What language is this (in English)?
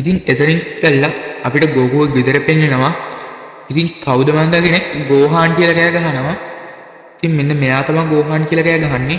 Sinhala